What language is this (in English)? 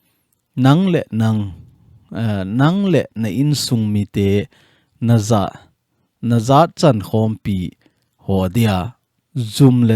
Thado Chin